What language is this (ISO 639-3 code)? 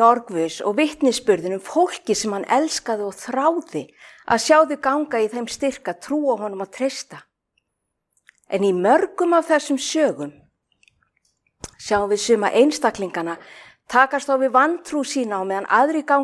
isl